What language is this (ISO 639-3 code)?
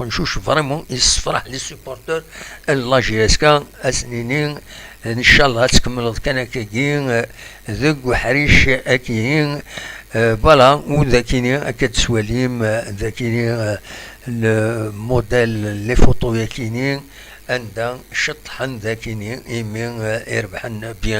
kab